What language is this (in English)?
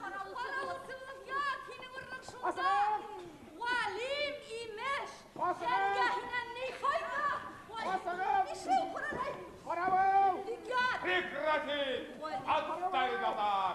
Bashkir